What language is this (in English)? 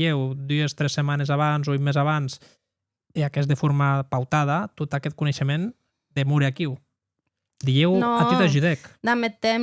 Occitan